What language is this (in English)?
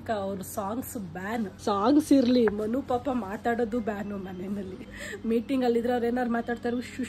Kannada